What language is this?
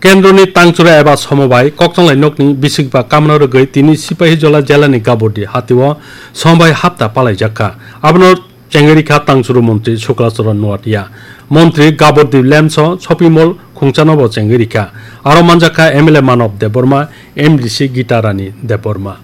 Kok Borok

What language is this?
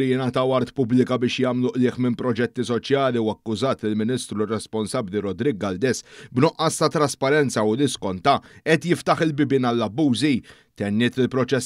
Maltese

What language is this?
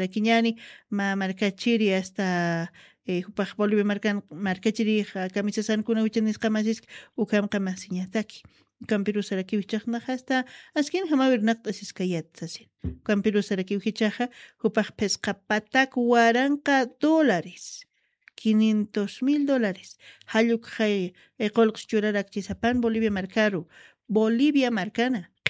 Aymara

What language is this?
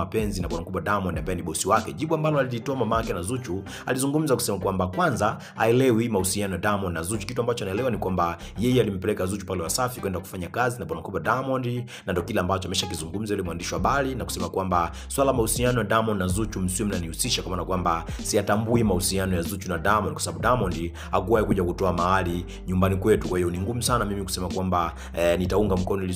Swahili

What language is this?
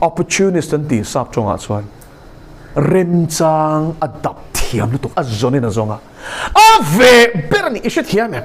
Mizo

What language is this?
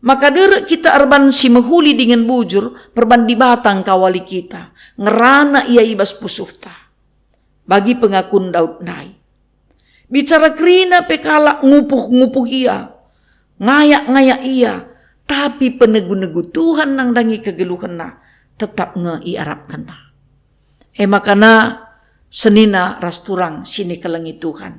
Batak Karo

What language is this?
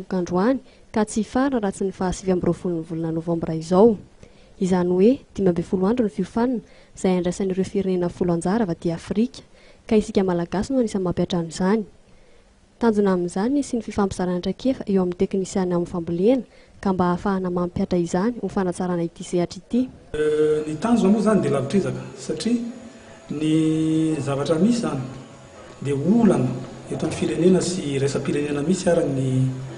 Malagasy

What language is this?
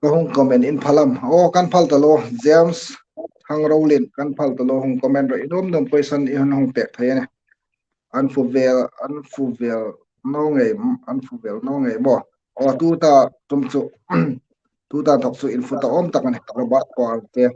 Hmar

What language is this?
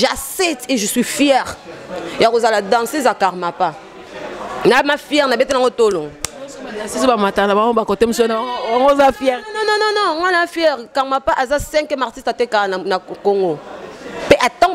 Lingala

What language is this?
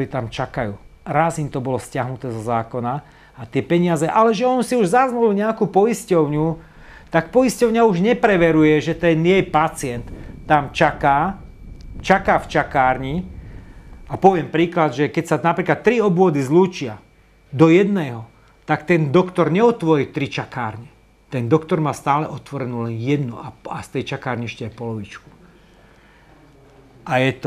Slovak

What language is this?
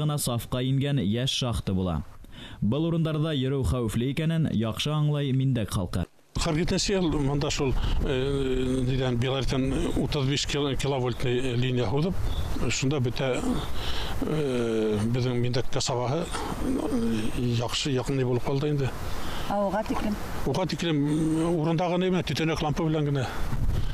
Bashkir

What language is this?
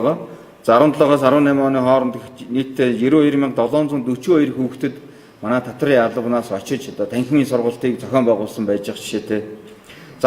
Mongolian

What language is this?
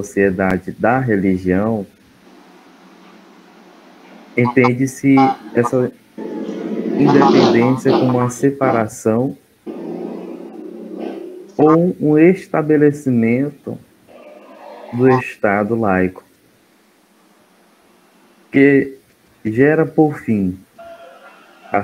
Portuguese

